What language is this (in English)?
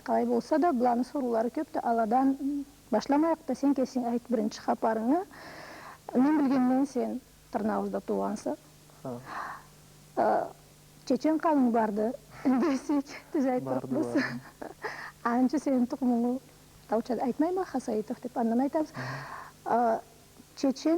Karachay-Balkar